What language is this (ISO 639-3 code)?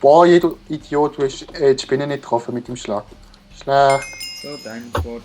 gsw